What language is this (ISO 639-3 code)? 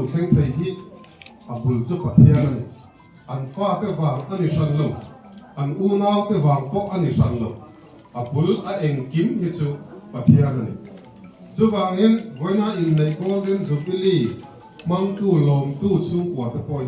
lus